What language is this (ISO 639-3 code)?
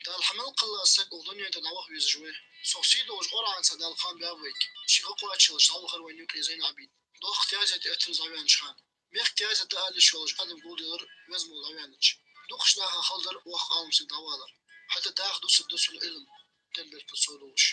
inh